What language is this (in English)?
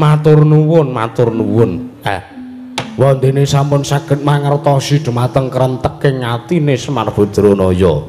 Javanese